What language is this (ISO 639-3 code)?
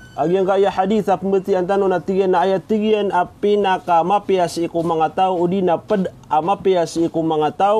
mrw